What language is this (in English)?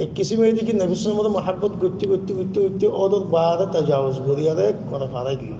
Rohingya